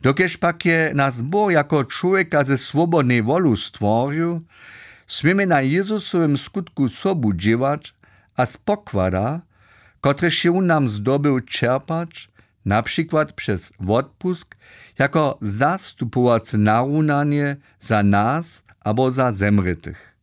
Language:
Upper Sorbian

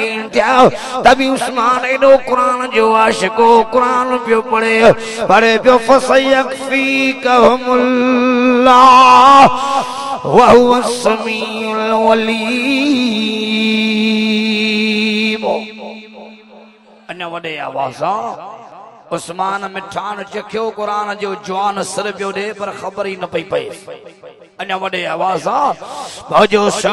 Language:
Sindhi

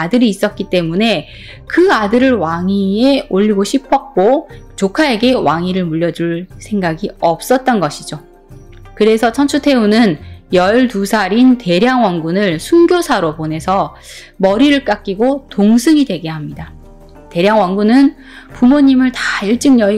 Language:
Korean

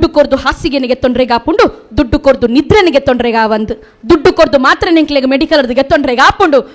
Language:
Tulu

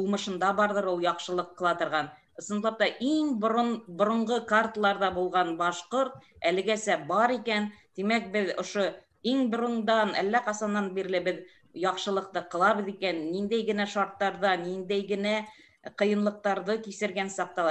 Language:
Bashkir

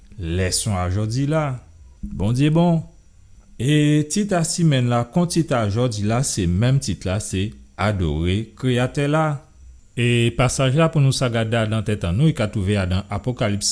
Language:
Guadeloupean Creole French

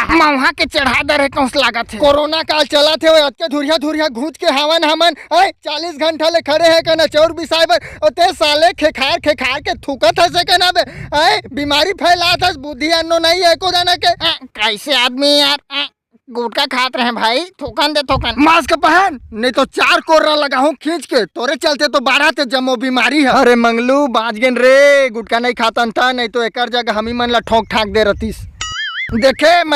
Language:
Chhattisgarhi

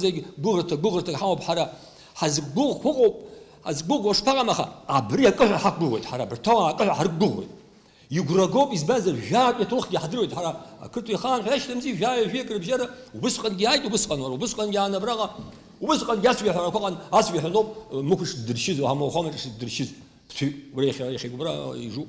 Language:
Abkhazian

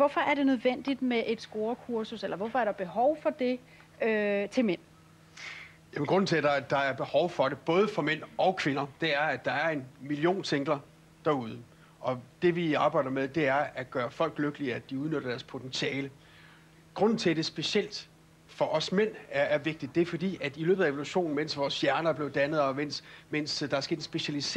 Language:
Danish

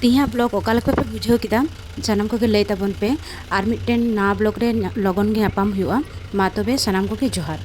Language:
Santali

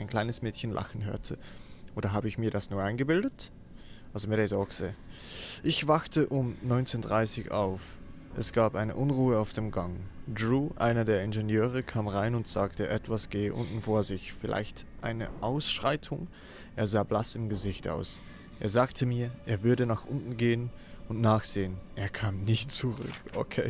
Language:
Swiss German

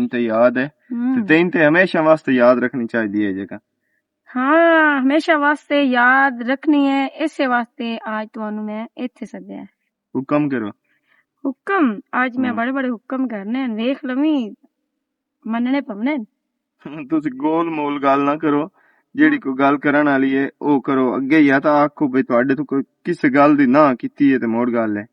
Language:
Western Panjabi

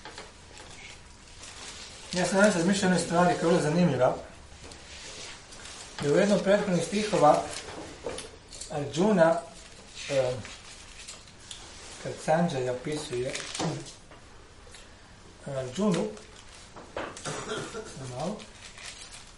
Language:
Croatian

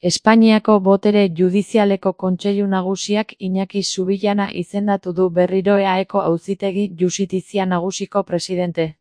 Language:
Basque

